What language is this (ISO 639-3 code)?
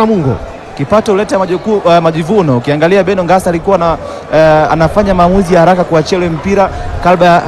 swa